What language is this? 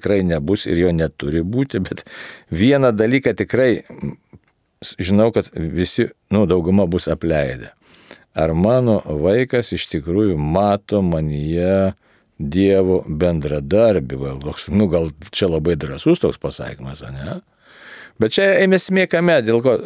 Lithuanian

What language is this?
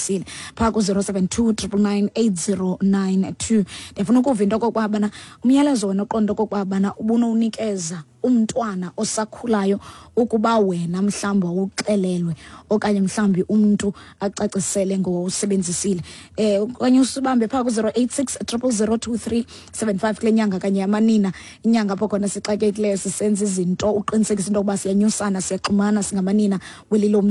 Xhosa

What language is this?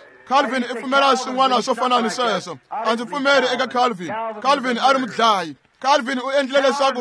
Tsonga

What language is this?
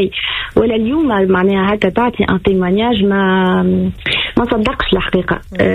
Tunisian Arabic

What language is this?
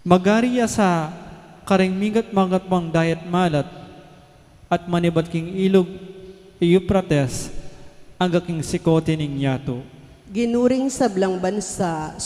Pampanga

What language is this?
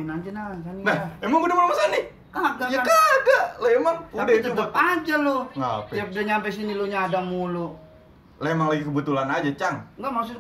Betawi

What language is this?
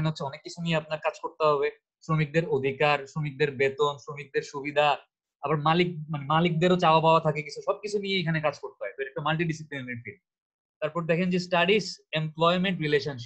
Bangla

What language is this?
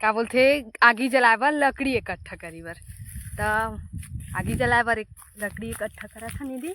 Chhattisgarhi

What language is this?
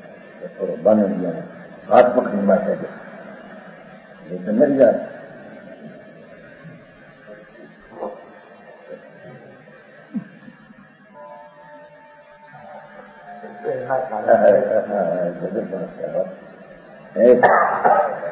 Gujarati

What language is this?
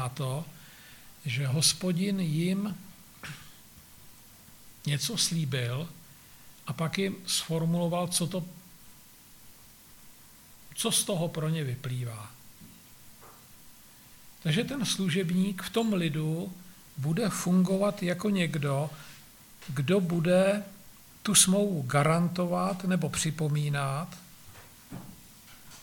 Czech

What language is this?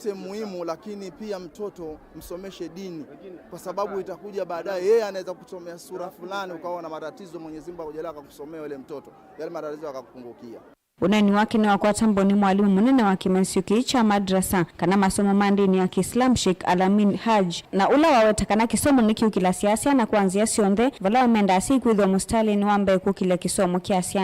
Kamba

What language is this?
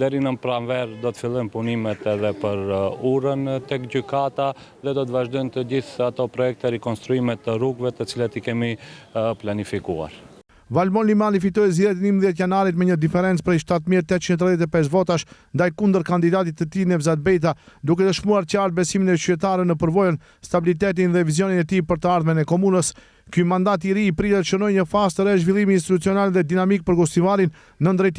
Albanian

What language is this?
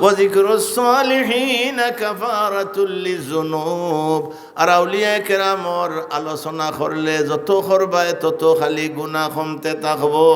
Sylheti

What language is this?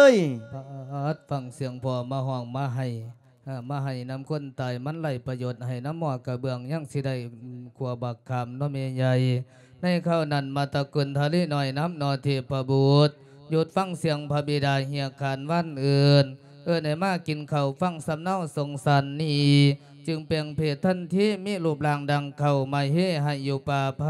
Lao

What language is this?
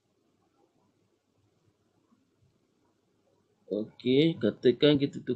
Malay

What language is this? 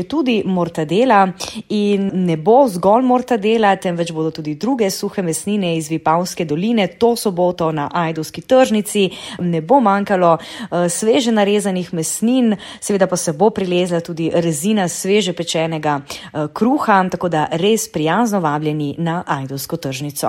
Slovenian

